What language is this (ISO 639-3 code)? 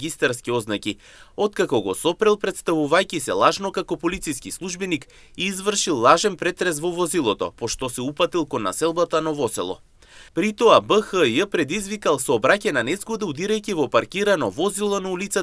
mkd